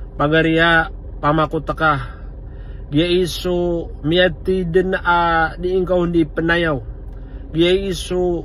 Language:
Maranao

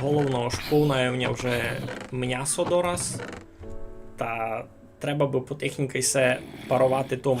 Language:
Rusyn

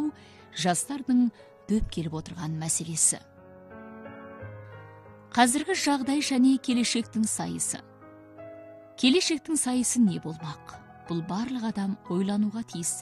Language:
Kazakh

